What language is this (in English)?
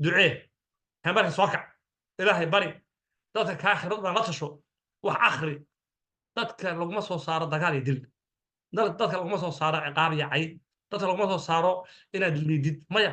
Somali